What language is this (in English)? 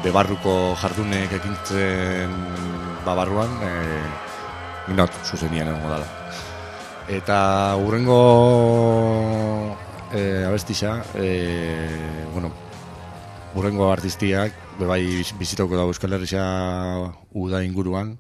Basque